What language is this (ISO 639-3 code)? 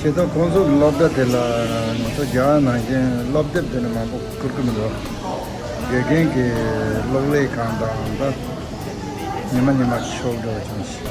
bod